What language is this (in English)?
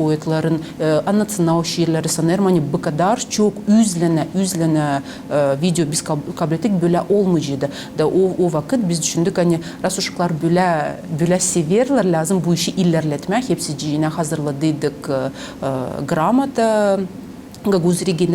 Gagauz